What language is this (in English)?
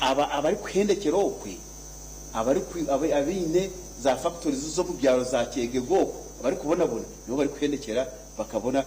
Nyankole